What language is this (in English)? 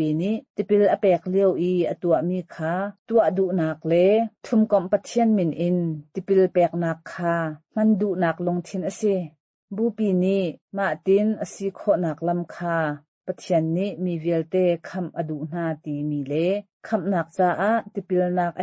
Hakha Chin